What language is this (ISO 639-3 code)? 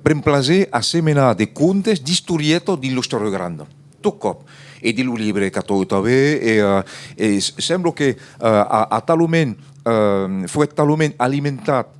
oci